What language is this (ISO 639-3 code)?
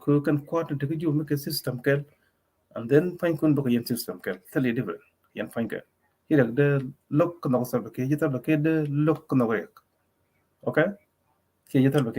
nus